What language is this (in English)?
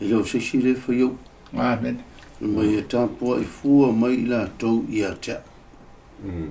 Samoan